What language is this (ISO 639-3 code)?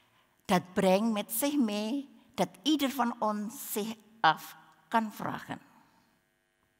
nld